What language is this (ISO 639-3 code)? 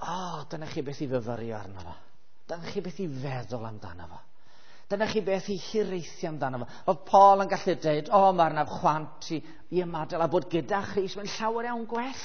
cym